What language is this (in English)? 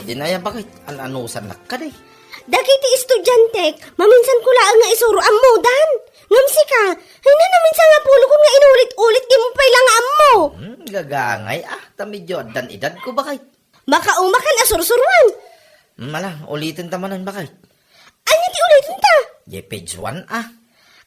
Iloko